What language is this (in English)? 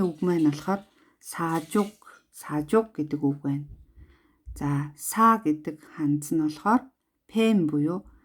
Mongolian